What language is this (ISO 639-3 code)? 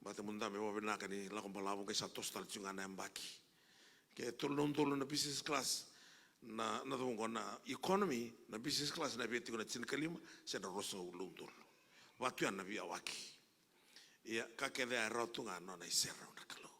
fij